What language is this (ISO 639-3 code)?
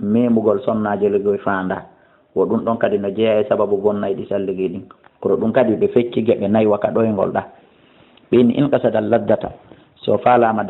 ful